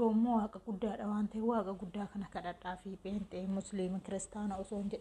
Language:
Oromo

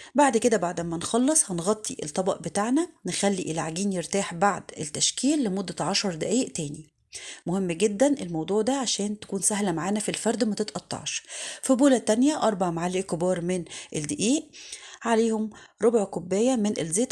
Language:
Egyptian Arabic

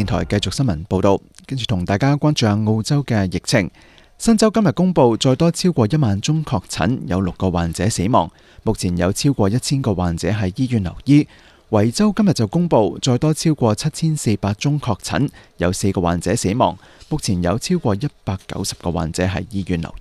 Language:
Cantonese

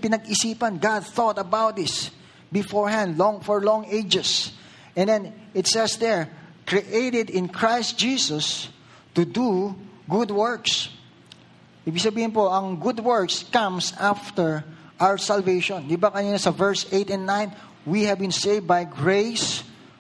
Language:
Filipino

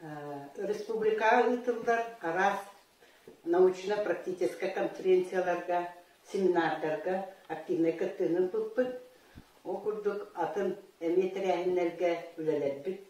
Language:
Yakut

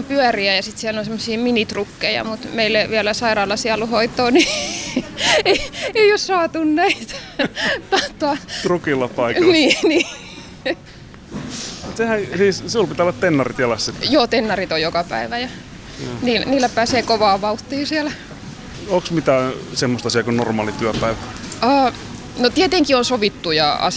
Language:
Finnish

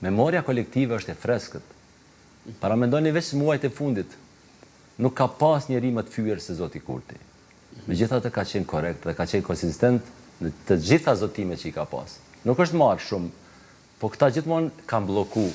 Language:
Albanian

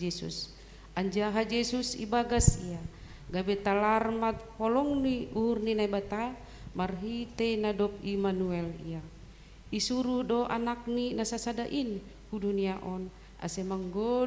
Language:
Batak Simalungun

